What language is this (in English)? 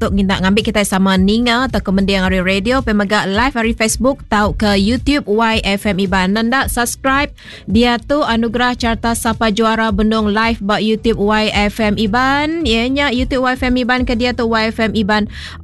Iban